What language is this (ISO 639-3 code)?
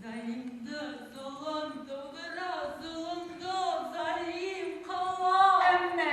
bak